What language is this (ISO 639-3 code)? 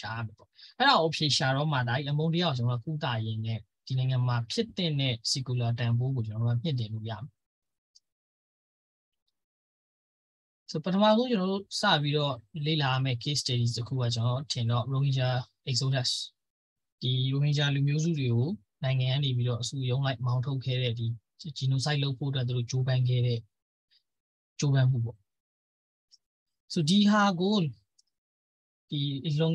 mya